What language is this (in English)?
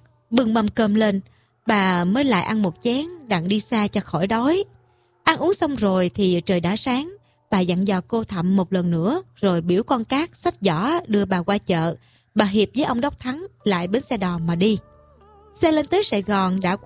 Vietnamese